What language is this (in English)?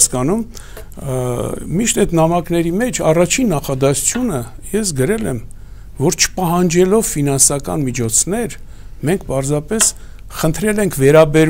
Armenian